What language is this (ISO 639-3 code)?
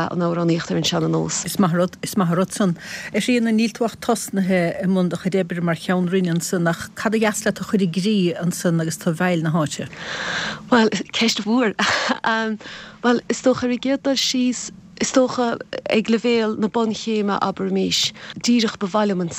gle